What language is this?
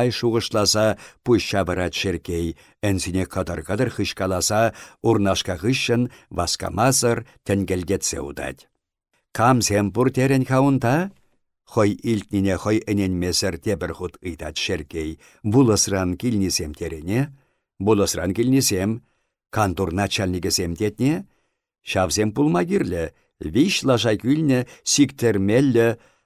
Chuvash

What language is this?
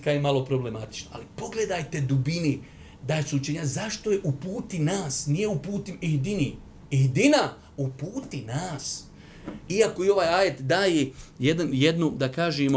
Bosnian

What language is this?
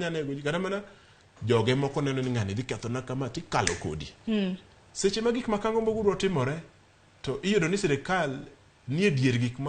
Luo (Kenya and Tanzania)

